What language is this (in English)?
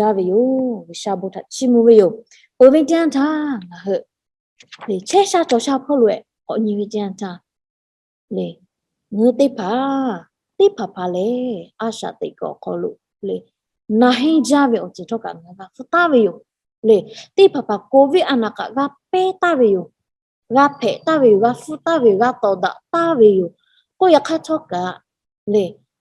Lahu